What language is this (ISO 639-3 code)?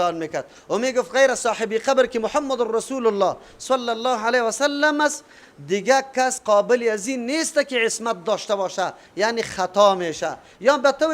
fas